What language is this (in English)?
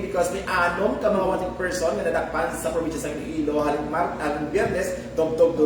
Hiligaynon